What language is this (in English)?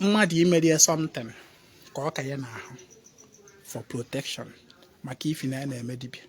Igbo